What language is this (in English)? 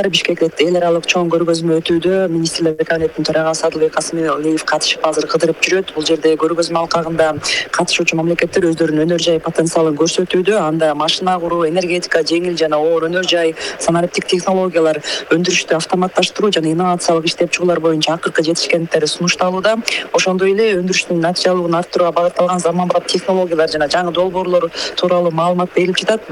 Kyrgyz